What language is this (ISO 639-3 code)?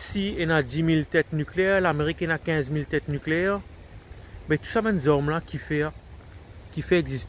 mfe